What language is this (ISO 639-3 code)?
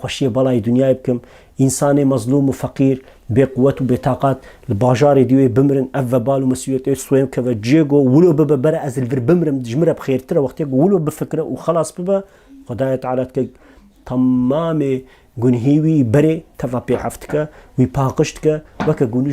kur